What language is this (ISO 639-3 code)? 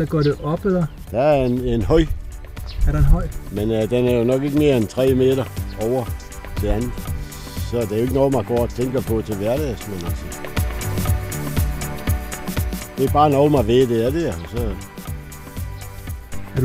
dan